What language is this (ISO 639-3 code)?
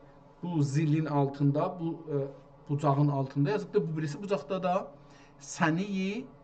azb